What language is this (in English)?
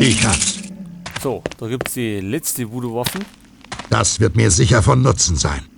Bavarian